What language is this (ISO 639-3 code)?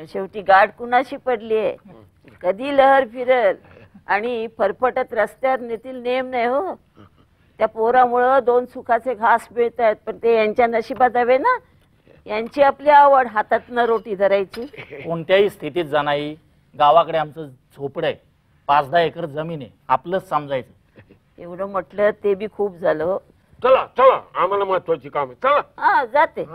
mar